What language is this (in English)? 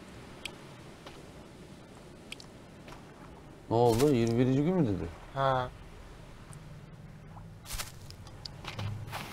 Turkish